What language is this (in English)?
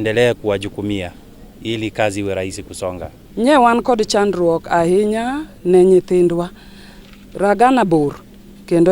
Luo (Kenya and Tanzania)